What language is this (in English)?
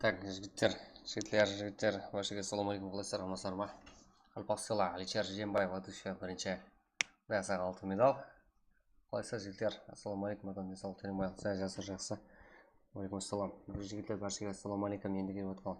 Kara-Kalpak